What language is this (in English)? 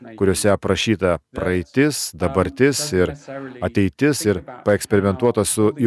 Lithuanian